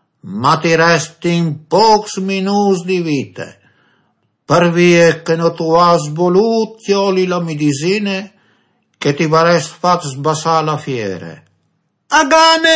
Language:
Friulian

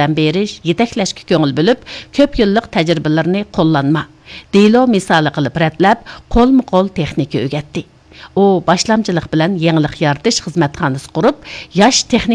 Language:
Uyghur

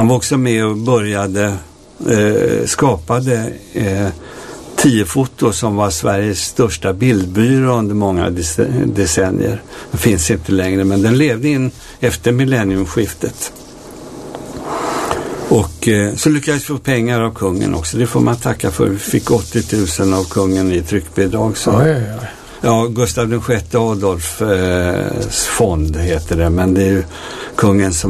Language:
Swedish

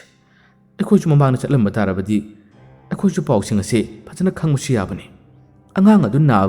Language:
Manipuri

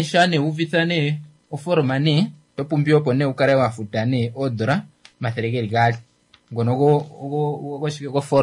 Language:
Kuanyama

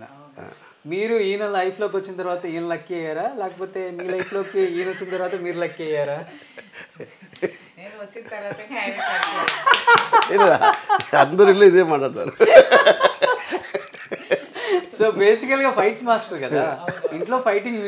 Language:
Telugu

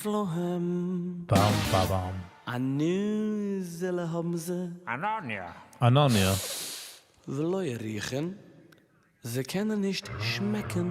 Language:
Yiddish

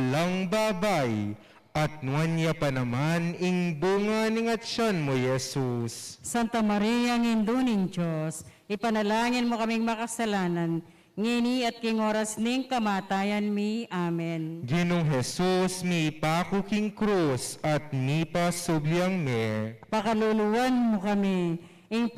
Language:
Pampanga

